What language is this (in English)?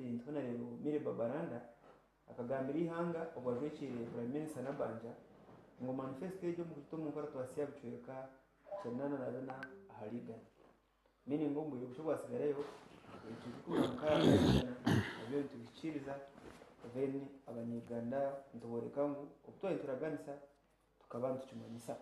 Nyankole